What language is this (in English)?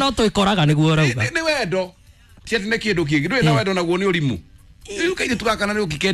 Kikuyu